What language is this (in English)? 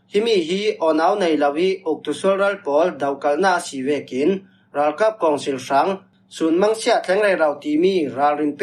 Falam Chin